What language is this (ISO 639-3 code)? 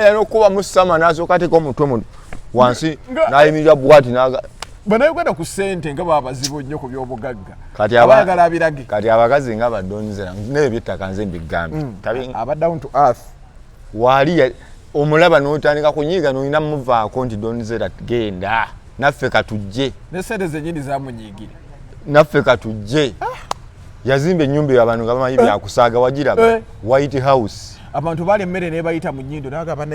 lug